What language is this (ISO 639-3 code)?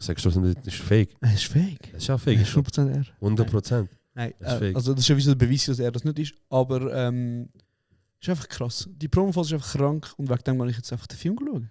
gsw